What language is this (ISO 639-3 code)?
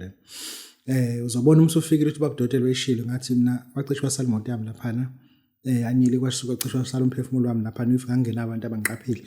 zul